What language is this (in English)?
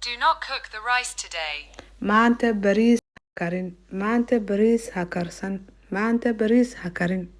Somali